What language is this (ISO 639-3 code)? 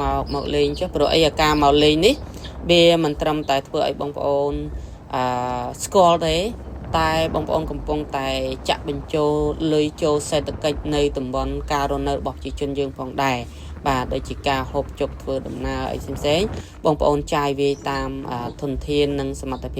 khm